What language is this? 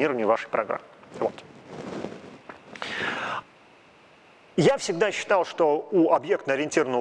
Russian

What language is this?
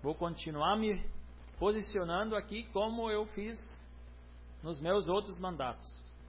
Portuguese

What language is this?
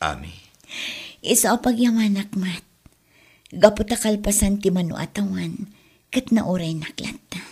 Iloko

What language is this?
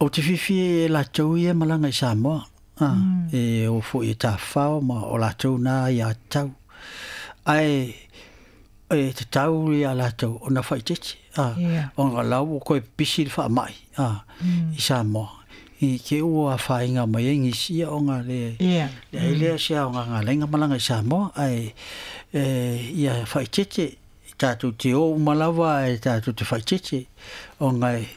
Samoan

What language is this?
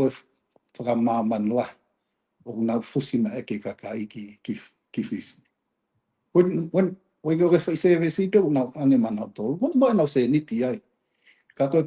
Tongan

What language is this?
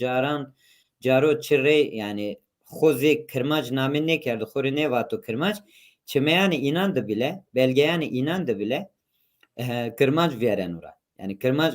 Zaza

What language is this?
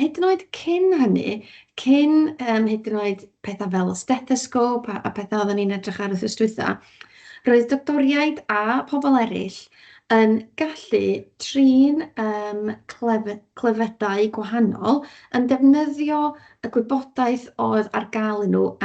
Welsh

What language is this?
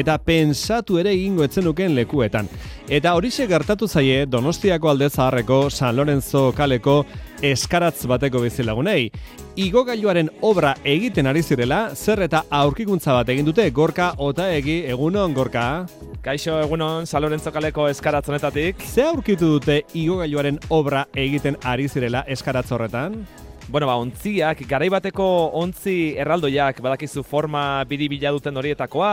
Basque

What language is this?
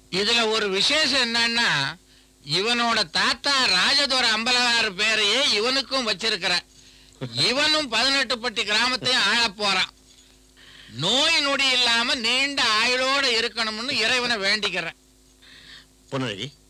Tamil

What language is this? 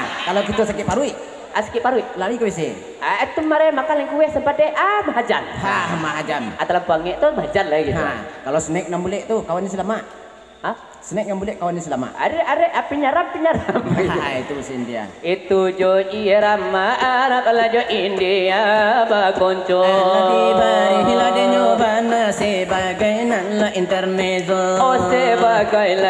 Minangkabau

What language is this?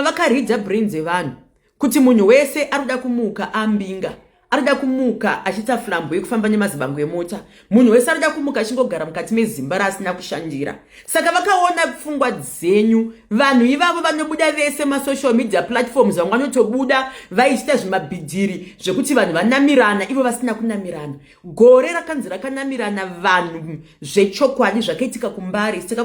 Shona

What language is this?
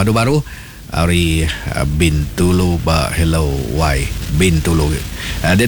Iban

